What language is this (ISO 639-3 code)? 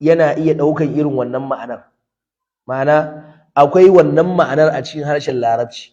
hau